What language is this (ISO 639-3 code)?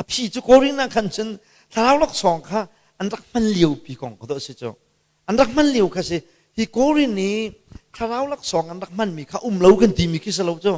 cnh